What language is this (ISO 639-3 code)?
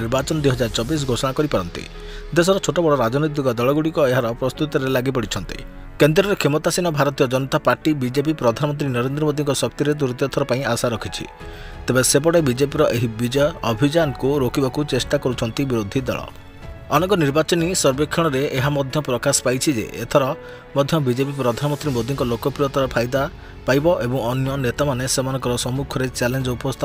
ori